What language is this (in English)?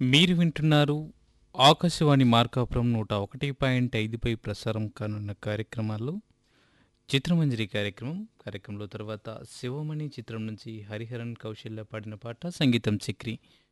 Telugu